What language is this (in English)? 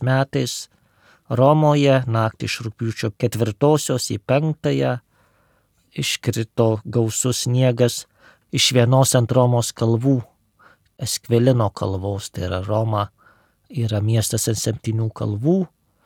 Lithuanian